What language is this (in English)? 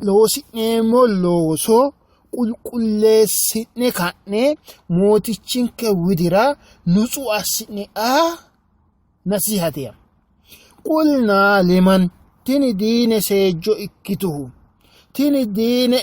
Sidamo